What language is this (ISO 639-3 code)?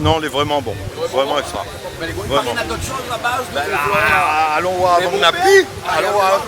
rcf